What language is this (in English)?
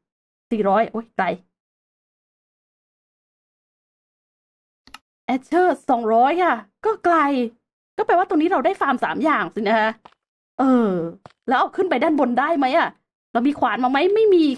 Thai